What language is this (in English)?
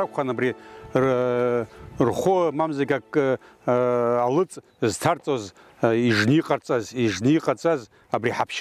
Abkhazian